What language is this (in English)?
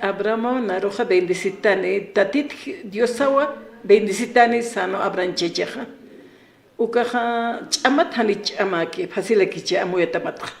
Aymara